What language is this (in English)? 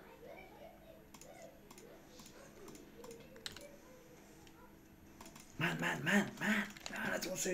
Persian